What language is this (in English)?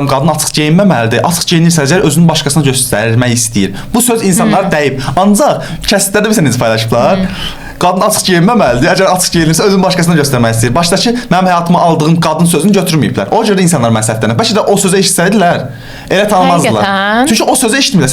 Azerbaijani